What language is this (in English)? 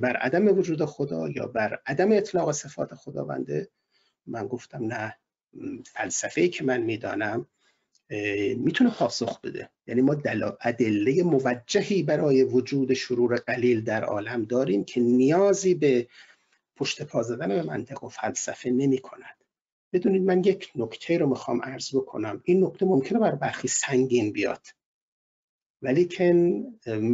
Persian